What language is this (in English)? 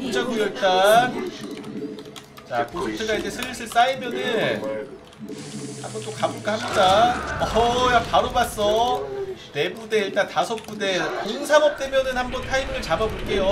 Korean